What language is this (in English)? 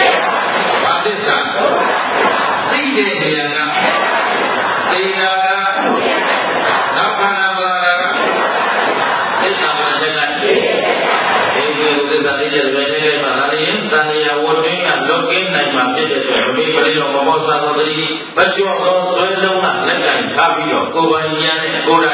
Burmese